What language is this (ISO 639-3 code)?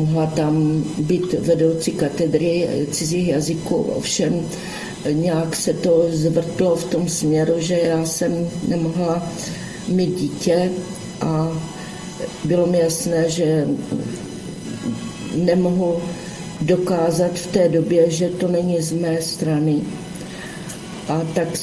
ces